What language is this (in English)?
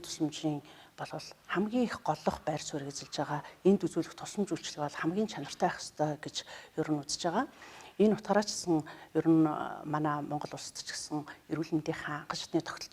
Mongolian